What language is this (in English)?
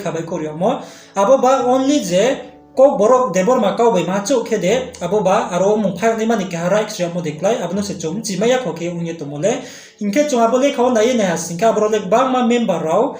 Riang (India)